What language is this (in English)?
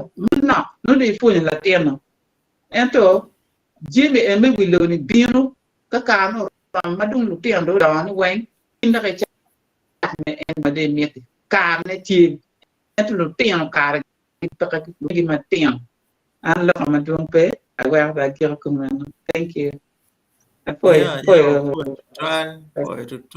Acoli